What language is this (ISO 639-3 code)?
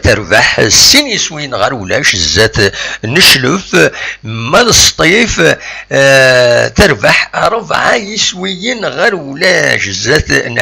kab